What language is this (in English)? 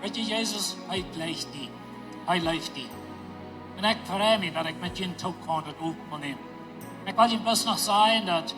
Plautdietsch